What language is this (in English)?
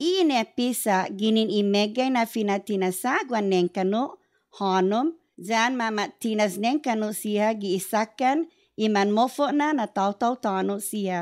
Chamorro